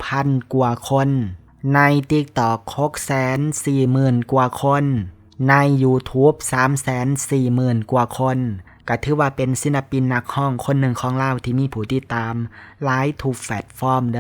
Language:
Lao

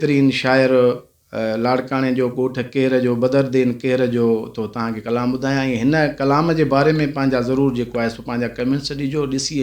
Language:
Sindhi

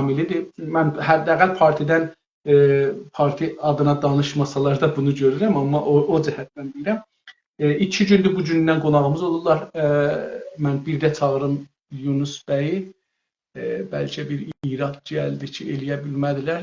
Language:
South Azerbaijani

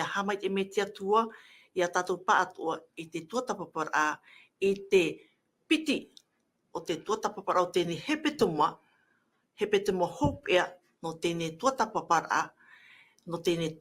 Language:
Tahitian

